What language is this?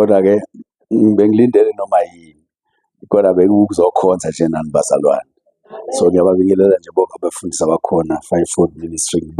Zulu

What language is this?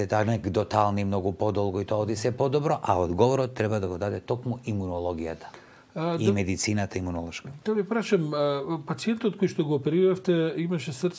Macedonian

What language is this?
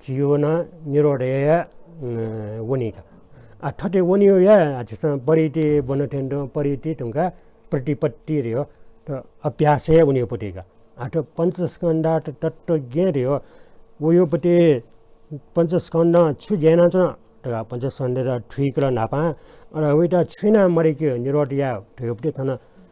Newari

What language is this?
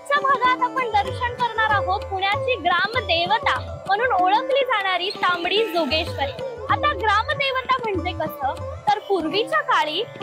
Marathi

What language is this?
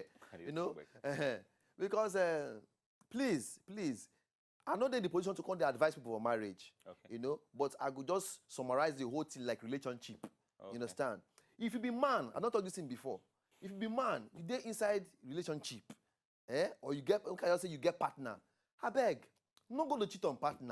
Nigerian Pidgin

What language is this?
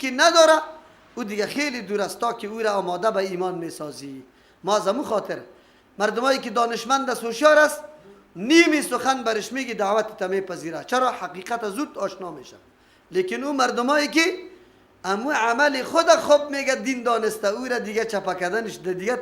Persian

